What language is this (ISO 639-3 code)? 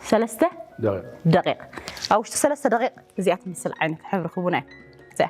tir